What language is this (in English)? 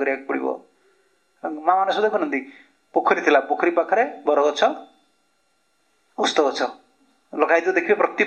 Odia